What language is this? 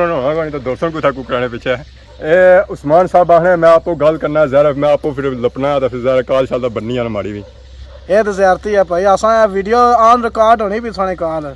Pahari-Potwari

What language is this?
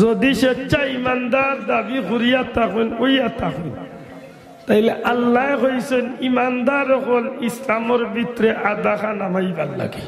Sylheti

